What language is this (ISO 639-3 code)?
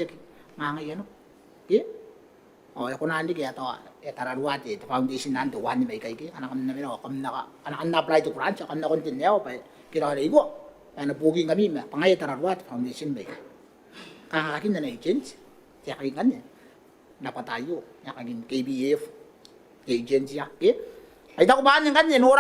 gil